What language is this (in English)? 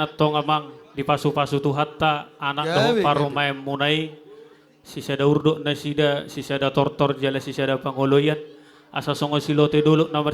Batak Toba